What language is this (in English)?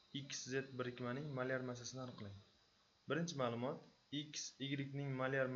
Uzbek